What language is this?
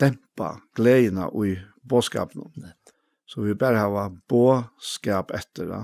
Faroese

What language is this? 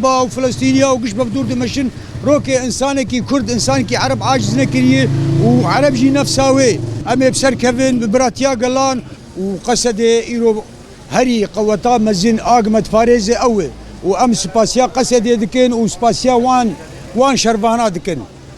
Kurdish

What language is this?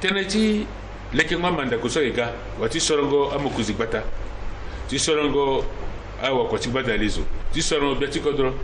Sango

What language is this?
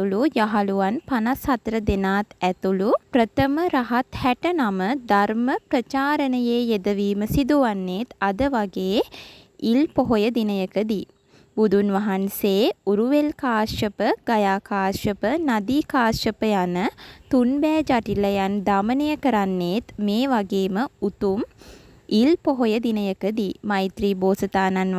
Sinhala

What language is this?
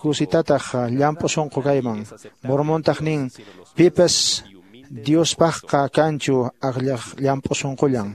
Quechua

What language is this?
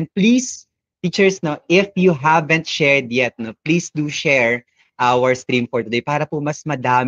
Filipino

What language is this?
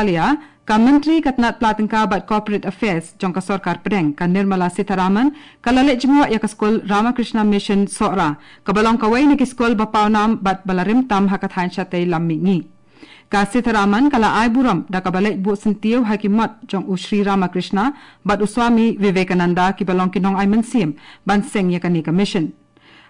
Khasi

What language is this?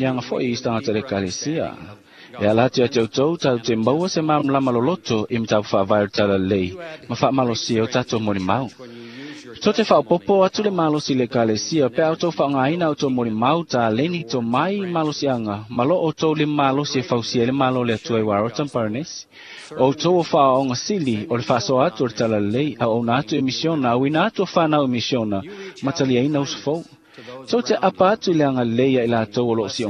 Samoan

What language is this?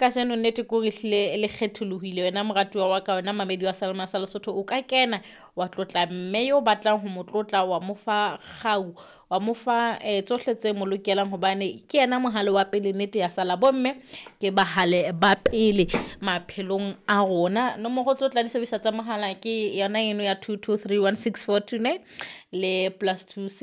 Southern Sotho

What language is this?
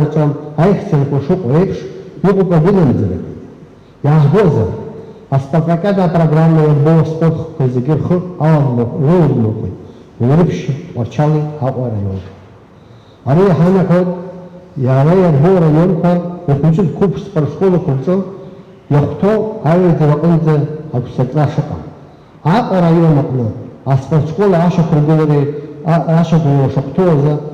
Abkhazian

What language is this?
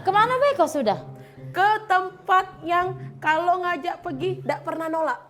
Musi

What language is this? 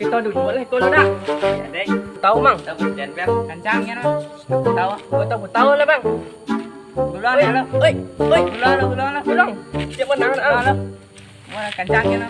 Minangkabau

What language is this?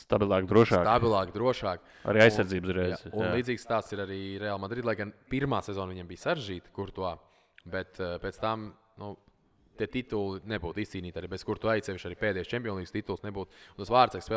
Latvian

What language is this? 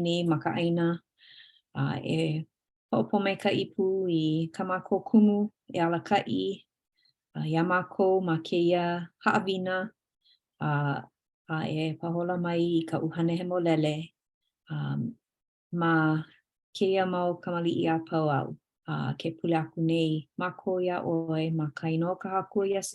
Hawaiian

